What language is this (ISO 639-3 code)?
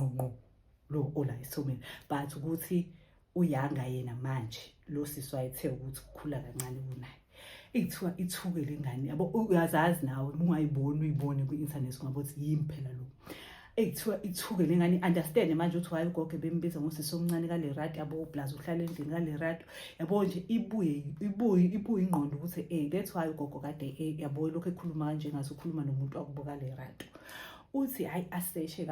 zul